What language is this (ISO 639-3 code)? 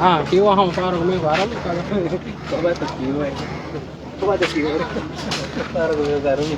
div